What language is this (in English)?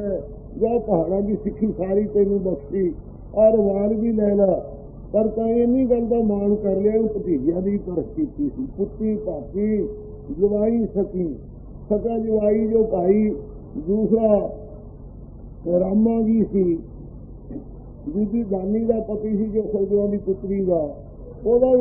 Punjabi